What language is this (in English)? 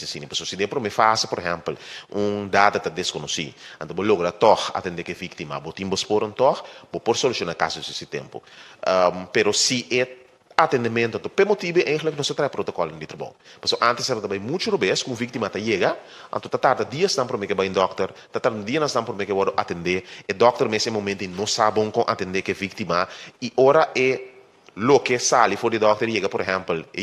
Papiamento